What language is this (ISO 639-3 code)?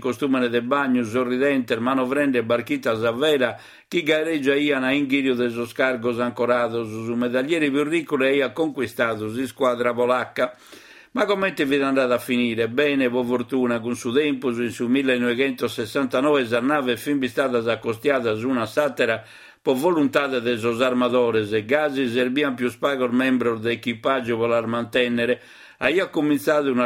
srd